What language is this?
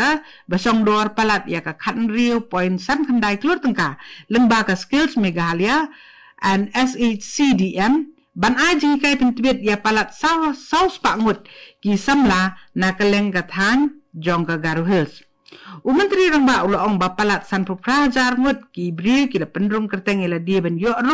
Khasi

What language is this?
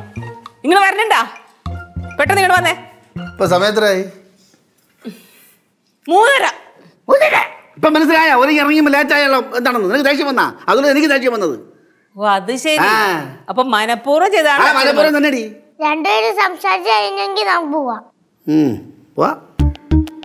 Malayalam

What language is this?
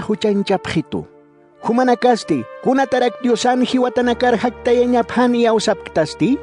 Aymara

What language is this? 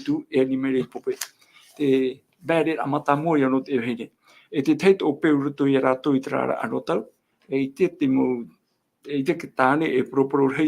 Tahitian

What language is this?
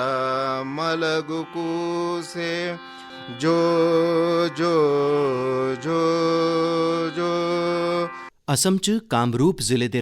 Dogri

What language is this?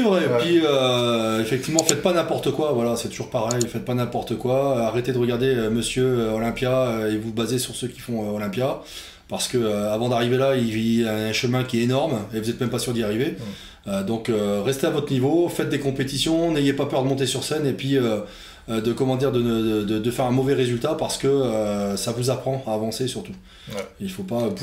French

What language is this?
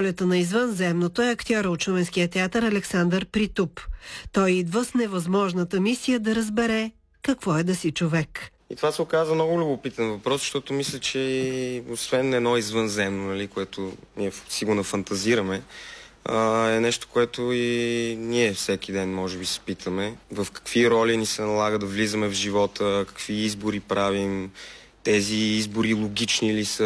Bulgarian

